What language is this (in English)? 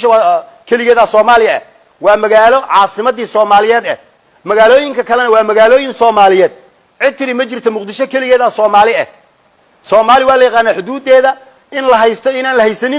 Somali